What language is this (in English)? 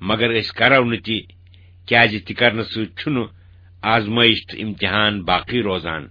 Kashmiri